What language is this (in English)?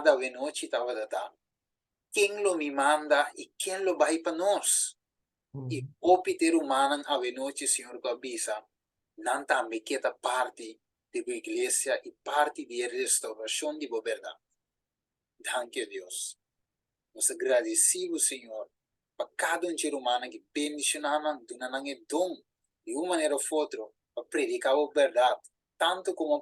Papiamento